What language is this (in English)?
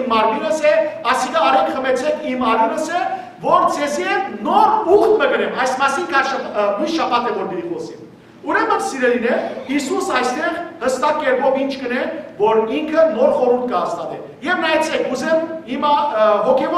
Western Armenian